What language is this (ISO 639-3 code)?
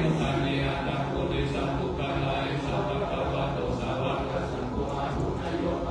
pli